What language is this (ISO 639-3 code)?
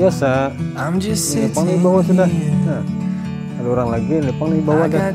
bjn